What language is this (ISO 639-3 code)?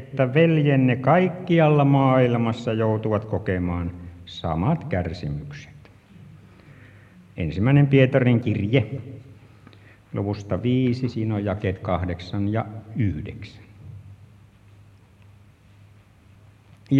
fin